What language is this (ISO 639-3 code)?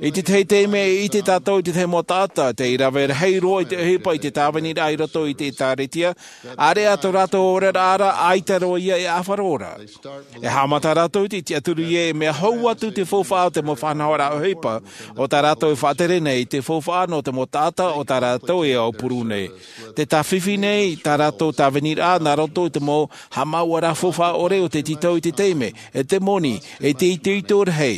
tah